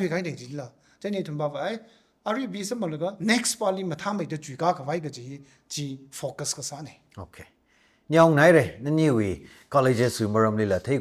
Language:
Tangkhul Naga (India)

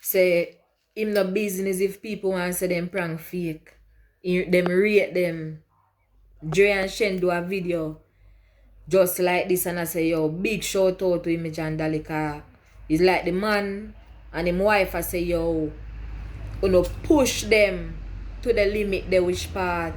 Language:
Jamaican Creole English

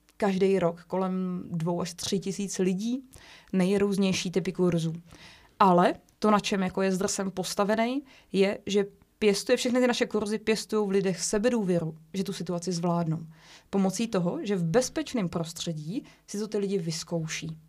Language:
Czech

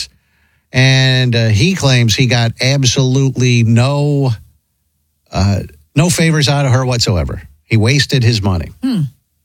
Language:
English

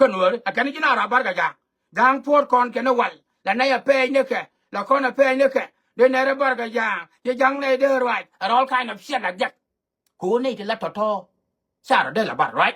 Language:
Nuer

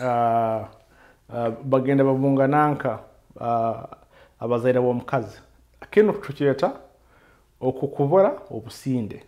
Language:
Nyoro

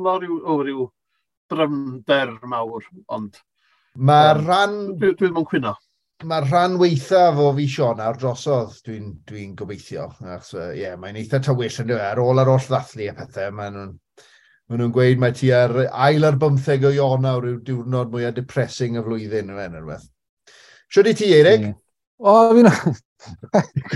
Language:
Welsh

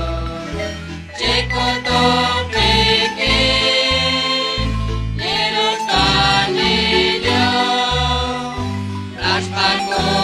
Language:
Kekchí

